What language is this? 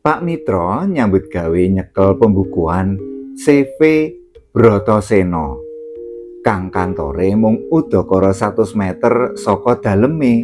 Javanese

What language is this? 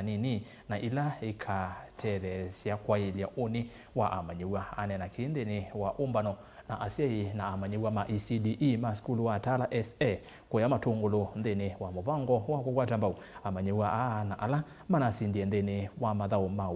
Kamba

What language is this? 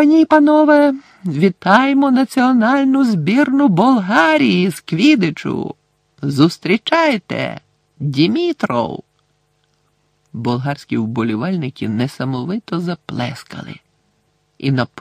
Ukrainian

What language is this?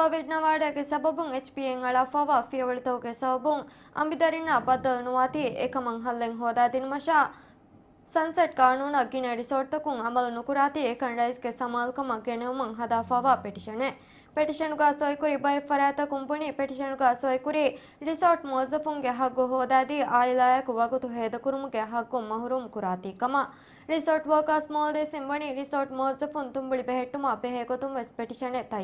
Divehi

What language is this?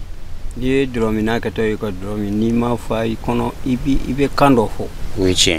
Bambara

